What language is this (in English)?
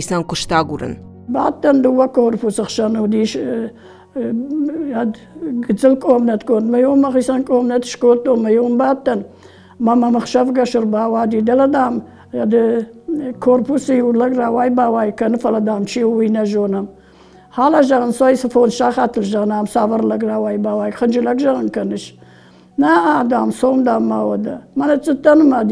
Ossetic